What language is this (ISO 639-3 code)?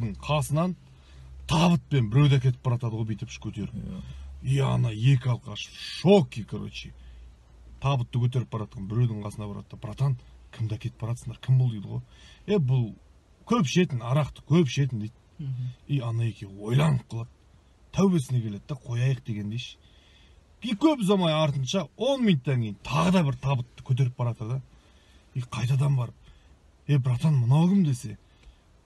kaz